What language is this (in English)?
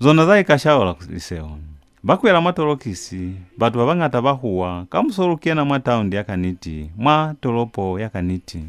Lozi